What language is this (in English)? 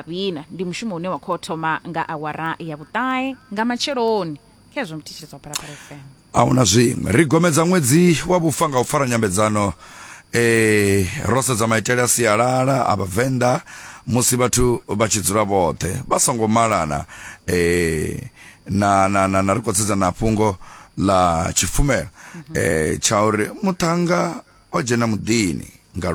Venda